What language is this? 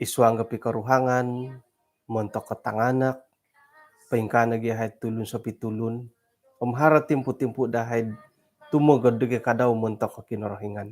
Central Dusun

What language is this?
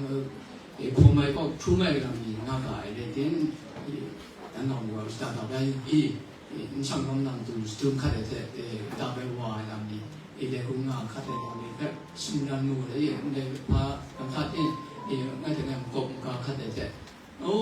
Kachin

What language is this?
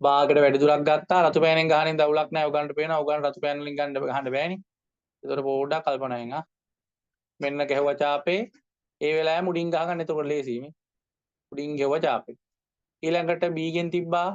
Sinhala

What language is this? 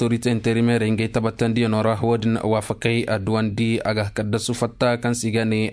Koyraboro Senni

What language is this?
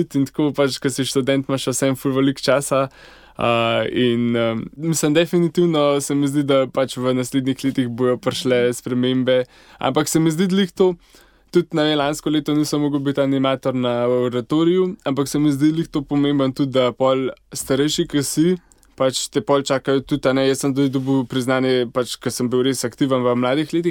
Slovenian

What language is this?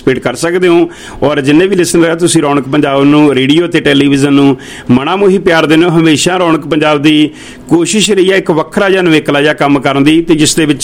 Punjabi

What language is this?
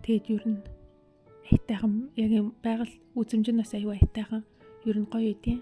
Mongolian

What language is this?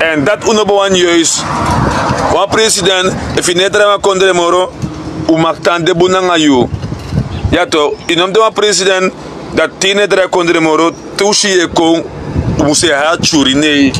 Sranan Tongo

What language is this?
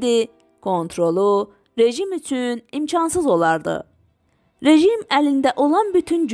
South Azerbaijani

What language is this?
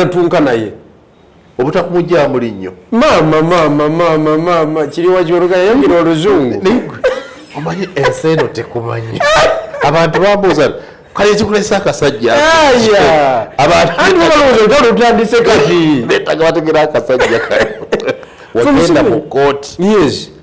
Ganda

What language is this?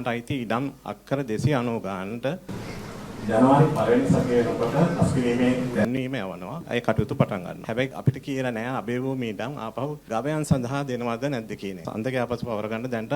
Sinhala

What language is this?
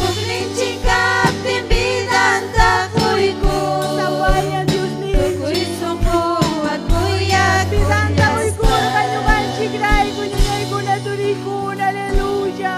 Ayacucho Quechua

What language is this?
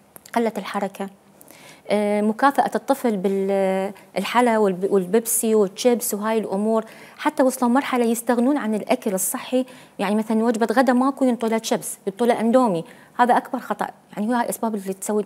Mesopotamian Arabic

